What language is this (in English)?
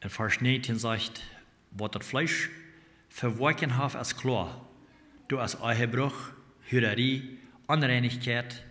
Plautdietsch